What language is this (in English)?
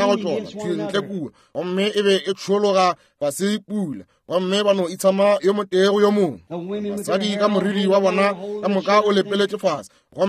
Northern Sotho